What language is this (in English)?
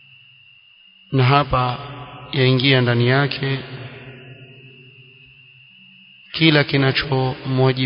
Swahili